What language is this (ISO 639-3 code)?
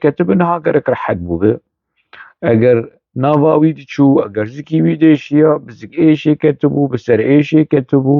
kur